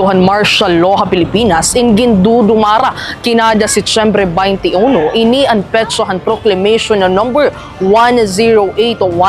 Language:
Waray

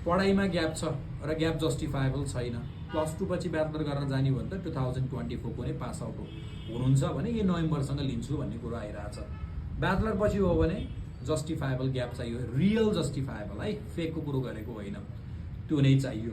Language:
Nepali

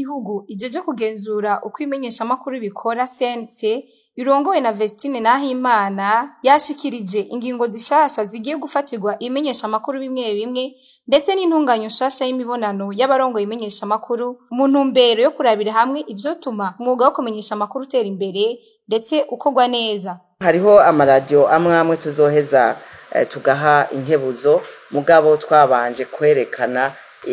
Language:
Rundi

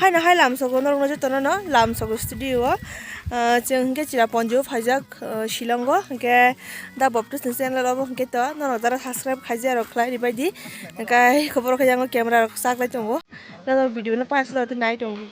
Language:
Kok Borok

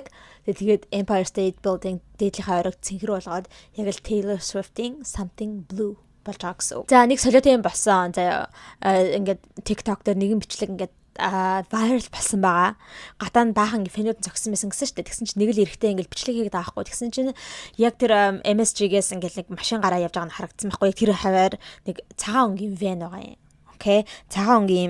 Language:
Mongolian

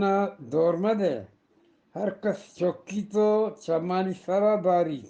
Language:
Eastern Balochi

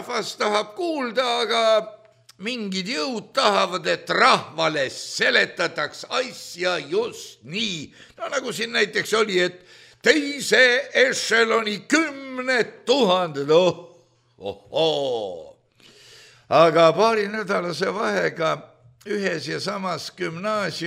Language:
Estonian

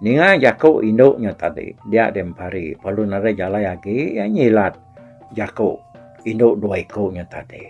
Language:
Iban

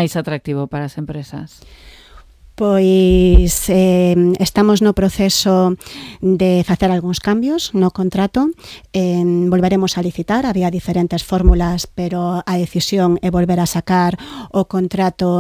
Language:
Galician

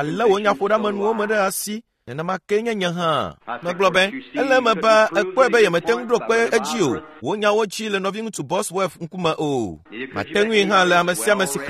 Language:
Ewe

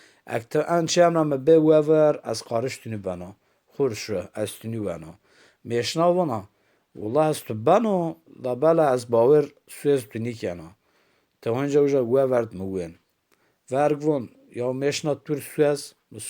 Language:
Zaza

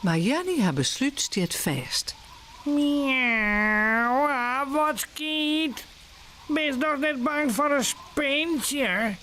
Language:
Western Frisian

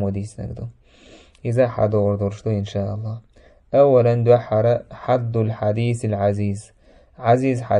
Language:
Chechen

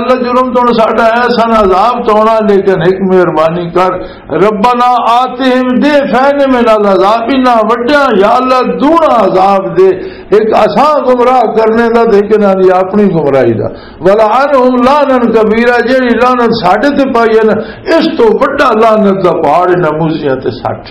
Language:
Western Panjabi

